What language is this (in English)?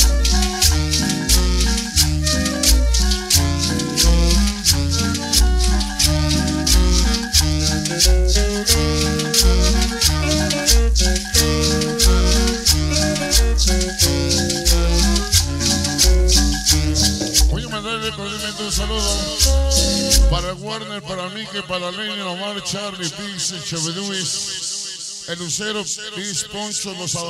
Spanish